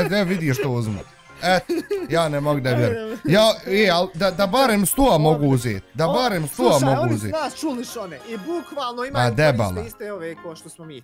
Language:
Bosnian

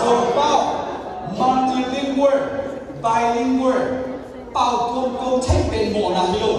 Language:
Tedim Chin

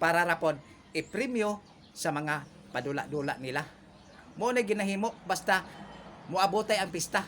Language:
Cebuano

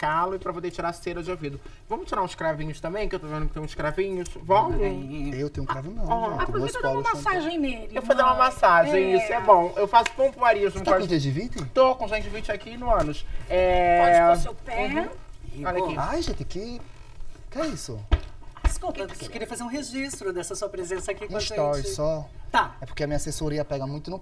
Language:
Portuguese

